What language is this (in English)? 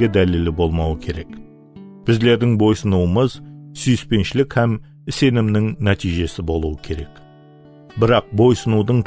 Kara-Kalpak